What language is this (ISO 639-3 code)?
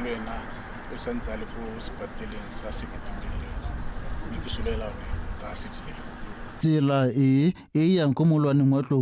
tsn